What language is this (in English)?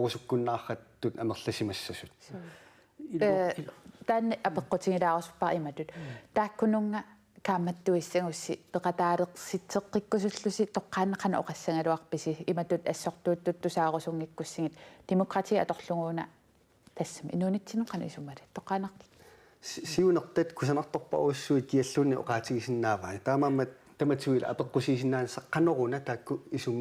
Kalaallisut